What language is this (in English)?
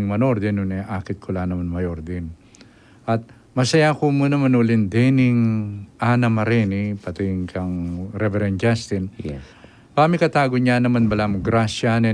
Pampanga